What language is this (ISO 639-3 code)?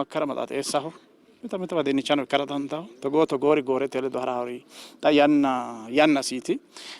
sid